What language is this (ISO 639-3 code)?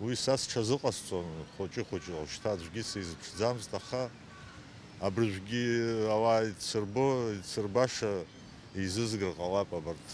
abk